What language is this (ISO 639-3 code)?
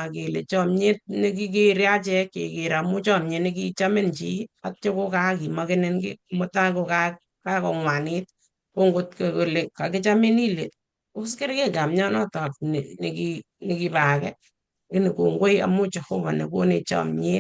kln